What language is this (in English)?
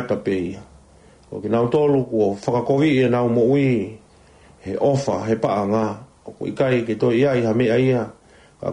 Tongan